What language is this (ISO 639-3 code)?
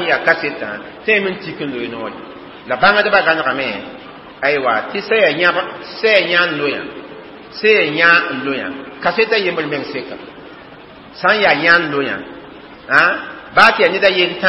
mos